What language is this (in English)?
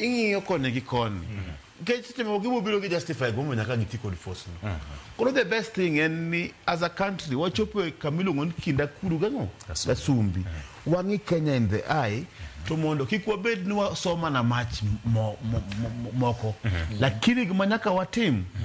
Luo (Kenya and Tanzania)